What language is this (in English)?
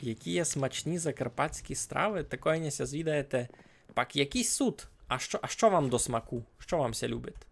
Rusyn